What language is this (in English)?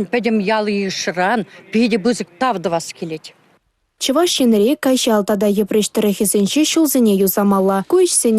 Chuvash